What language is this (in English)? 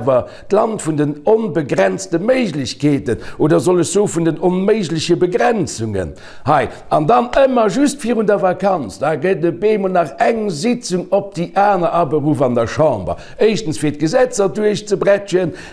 Luxembourgish